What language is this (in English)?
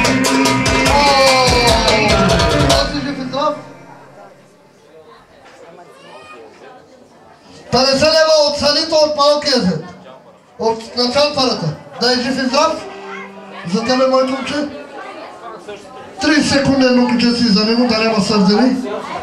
Bulgarian